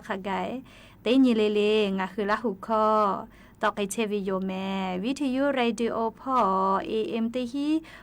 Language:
Lahu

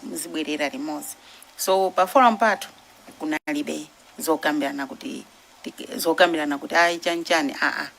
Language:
Nyanja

